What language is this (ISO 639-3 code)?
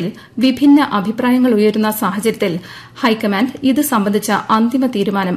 mal